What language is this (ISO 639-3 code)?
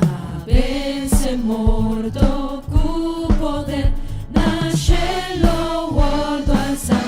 pap